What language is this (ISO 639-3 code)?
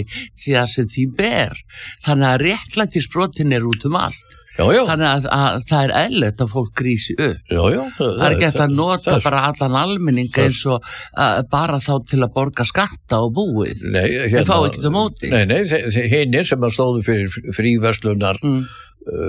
isl